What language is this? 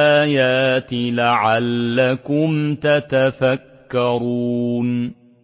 Arabic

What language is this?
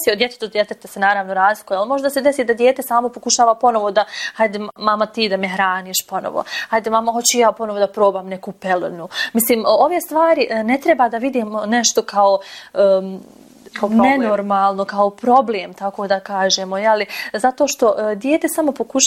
Bosnian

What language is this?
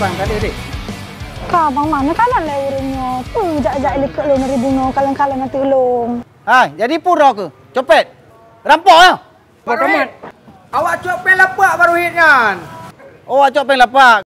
Achinese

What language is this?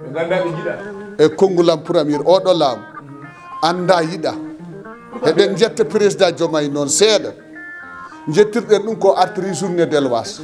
Fula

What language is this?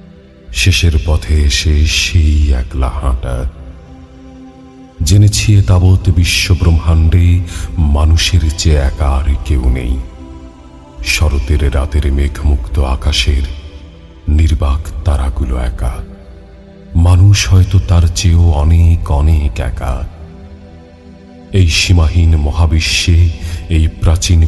Bangla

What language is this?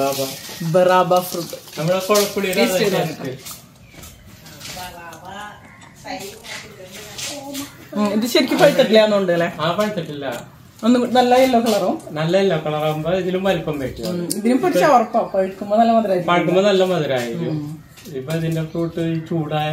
Malayalam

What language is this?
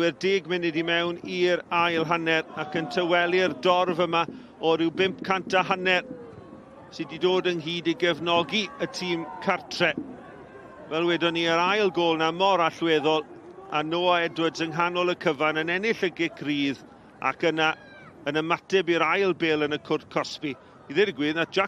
Welsh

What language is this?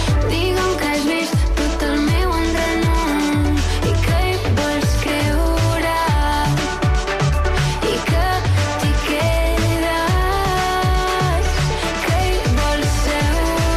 Catalan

